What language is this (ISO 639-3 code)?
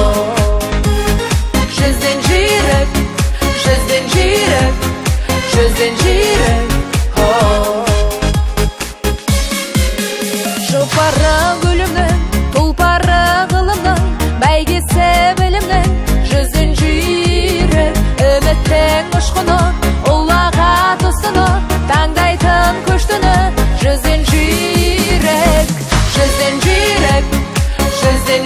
kaz